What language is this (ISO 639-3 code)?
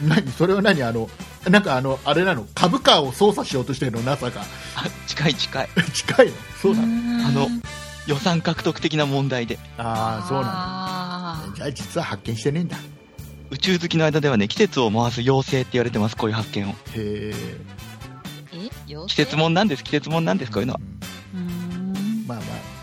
jpn